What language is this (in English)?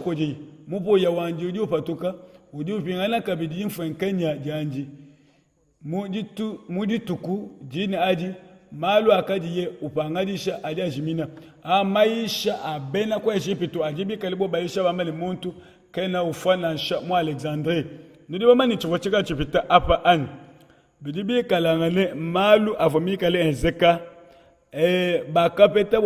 Luba-Lulua